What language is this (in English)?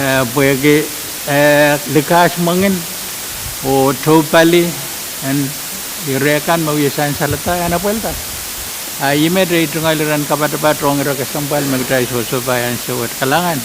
Pohnpeian